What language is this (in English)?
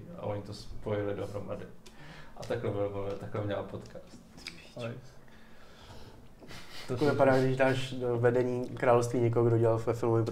Czech